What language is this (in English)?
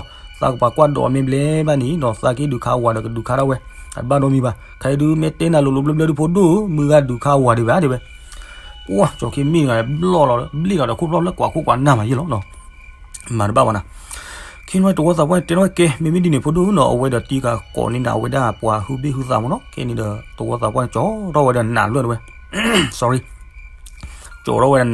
S'gaw Karen